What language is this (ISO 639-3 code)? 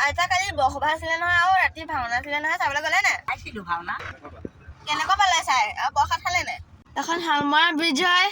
asm